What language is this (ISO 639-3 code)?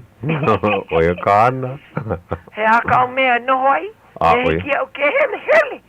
haw